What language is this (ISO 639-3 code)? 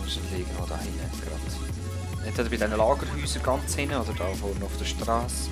gsw